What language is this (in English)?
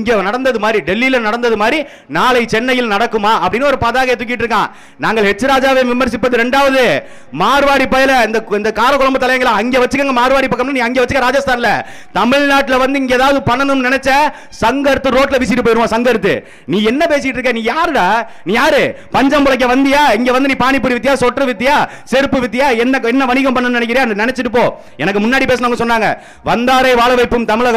Tamil